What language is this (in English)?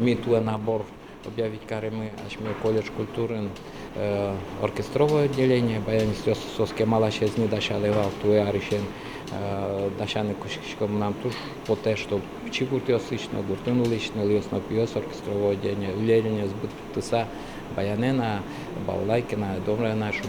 Udmurt